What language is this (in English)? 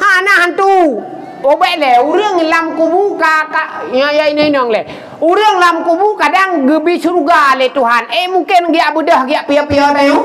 Achinese